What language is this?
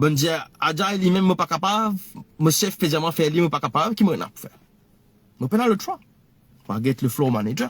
Morisyen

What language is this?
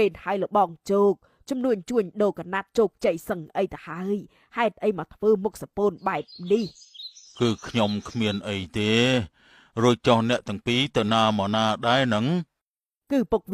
Khmer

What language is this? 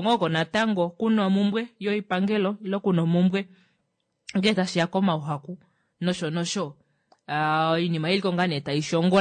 Kuanyama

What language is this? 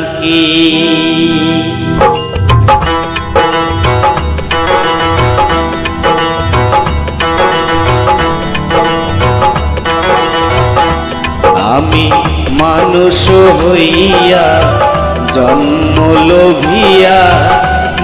Bangla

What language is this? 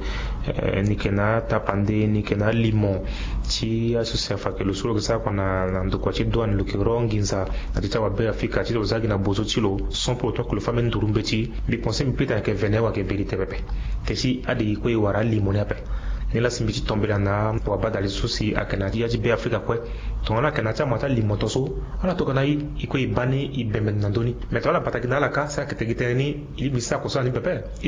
Sango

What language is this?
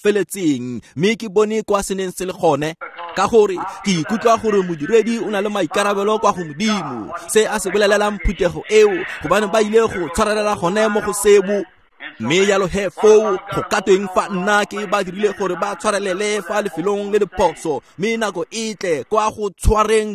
Tswana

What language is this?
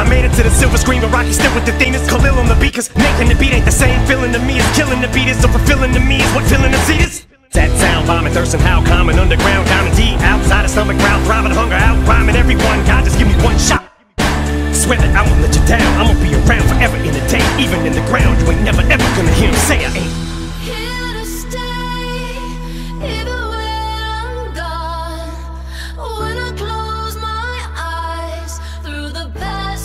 English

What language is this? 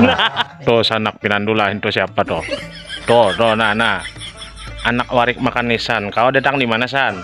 Banjar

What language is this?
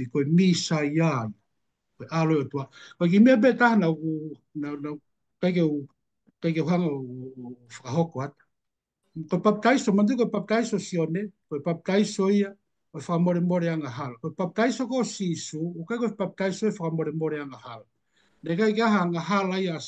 Tongan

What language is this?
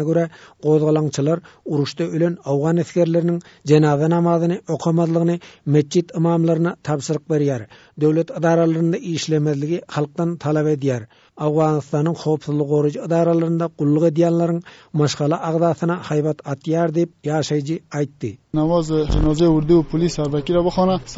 Turkmen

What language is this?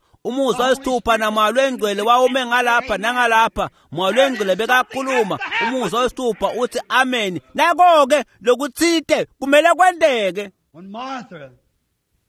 Swati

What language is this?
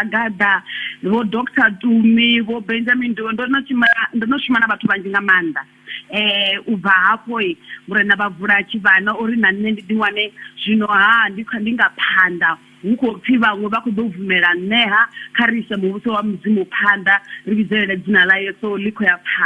Venda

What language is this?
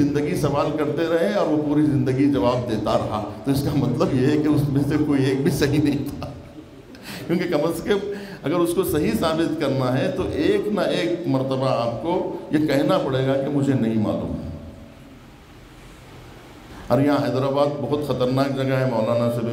Urdu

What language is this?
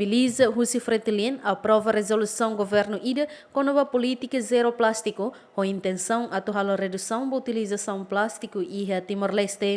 Tetum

